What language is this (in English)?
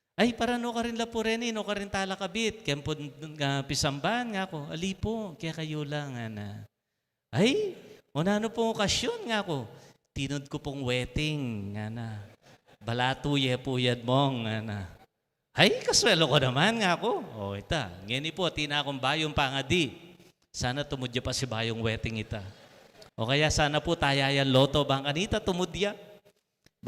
Pampanga